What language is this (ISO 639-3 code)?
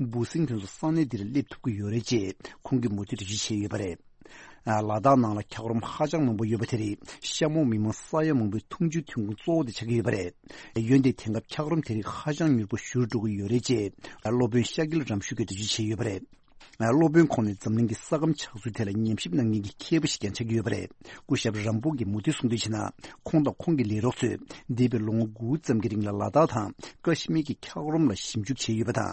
bod